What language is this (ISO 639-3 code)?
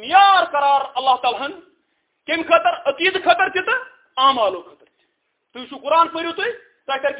kas